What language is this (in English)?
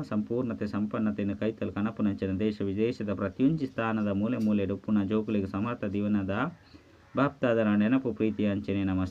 Tulu